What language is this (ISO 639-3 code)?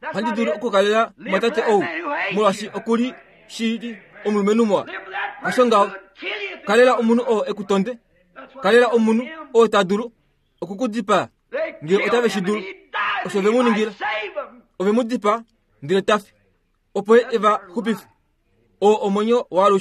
kua